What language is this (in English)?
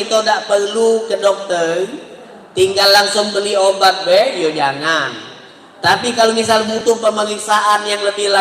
Musi